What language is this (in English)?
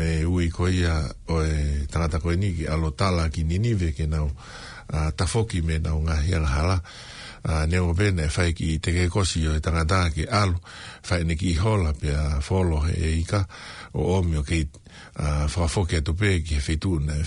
Tongan